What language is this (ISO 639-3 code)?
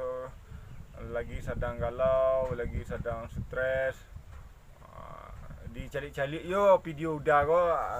min